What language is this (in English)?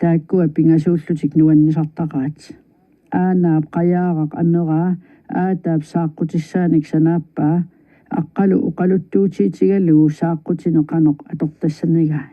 Kalaallisut